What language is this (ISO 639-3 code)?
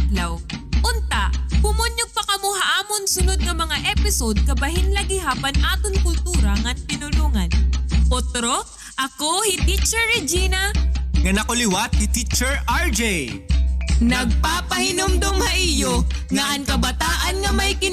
war